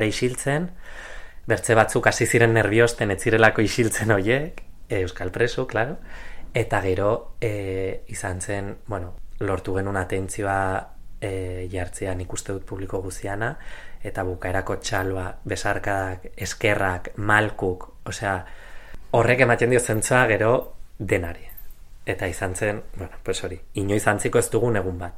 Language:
Basque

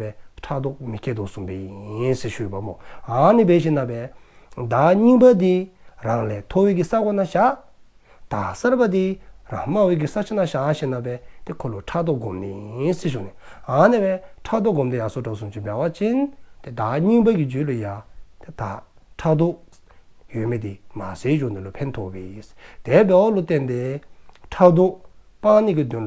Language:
Dzongkha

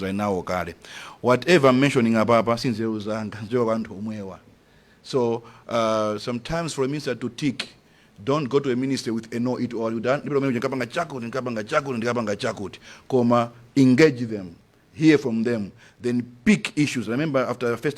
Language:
Nyanja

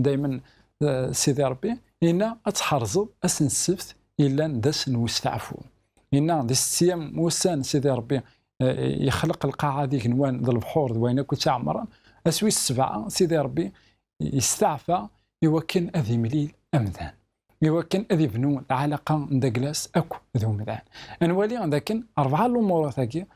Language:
Kabyle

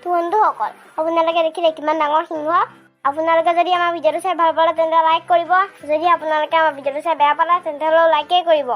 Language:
Assamese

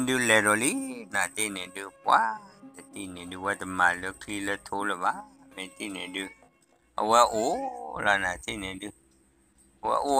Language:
S'gaw Karen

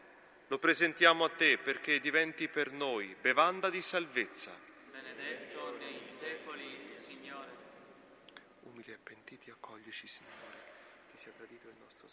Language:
Italian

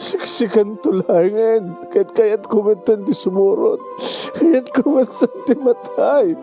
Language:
Iloko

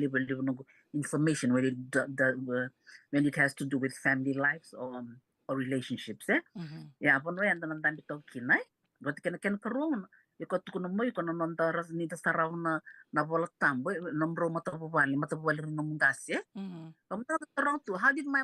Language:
Fijian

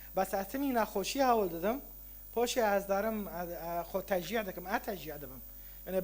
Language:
Kurdish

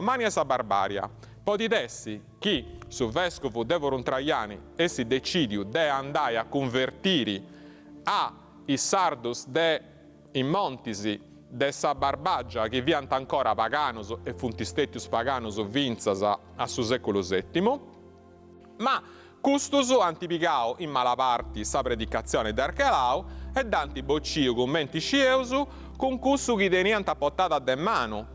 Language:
Sardinian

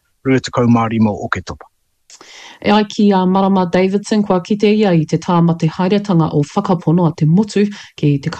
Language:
Māori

